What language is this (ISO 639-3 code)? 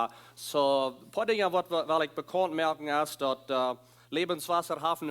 pdt